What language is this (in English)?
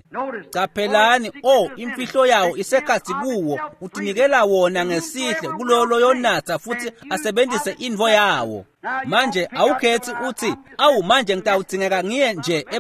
Swati